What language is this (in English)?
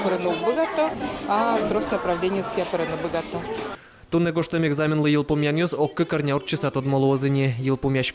Udmurt